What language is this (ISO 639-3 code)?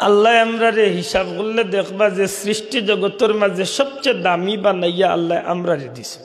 syl